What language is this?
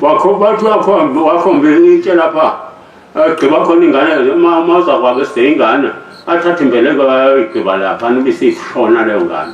Zulu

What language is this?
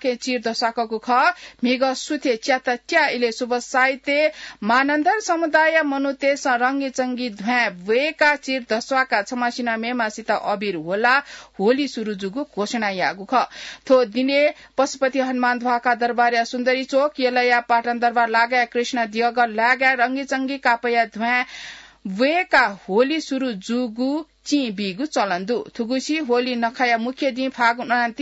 Newari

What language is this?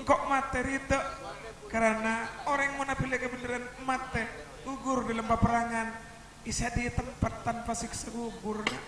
Madurese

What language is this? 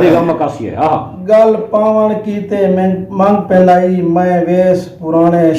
Saraiki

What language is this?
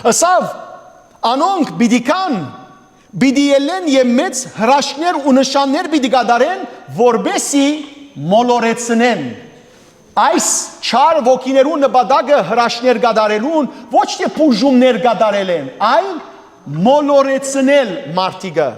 Western Armenian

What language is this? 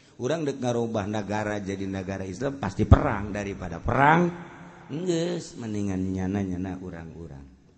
Sundanese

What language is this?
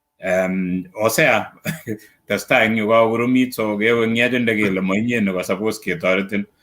Kalenjin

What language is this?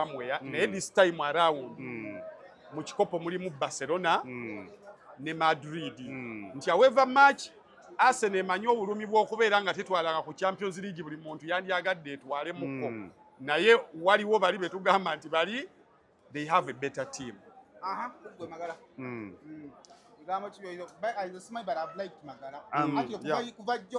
Ganda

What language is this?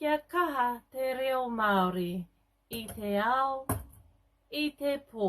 Māori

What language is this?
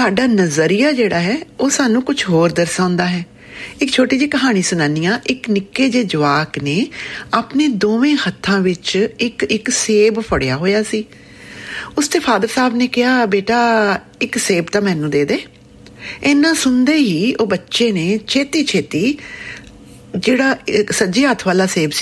Punjabi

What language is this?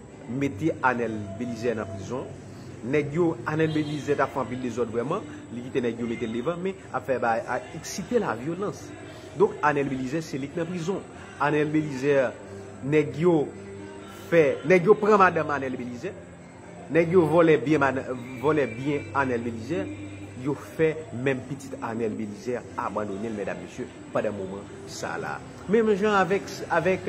Haitian Creole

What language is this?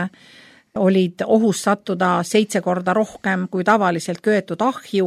Estonian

